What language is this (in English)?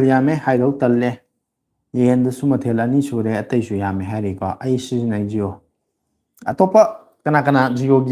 Manipuri